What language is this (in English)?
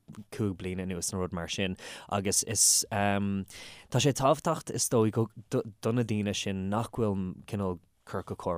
Irish